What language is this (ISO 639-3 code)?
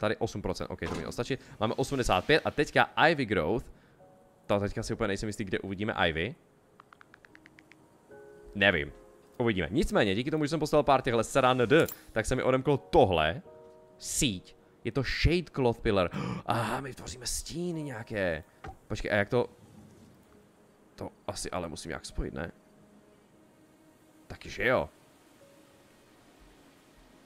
ces